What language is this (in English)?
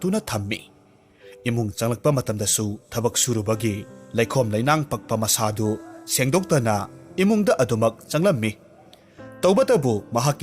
Manipuri